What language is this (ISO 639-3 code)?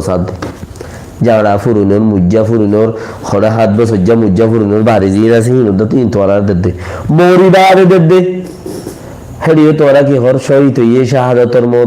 rhg